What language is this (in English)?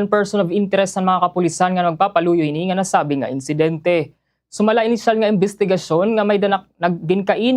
Waray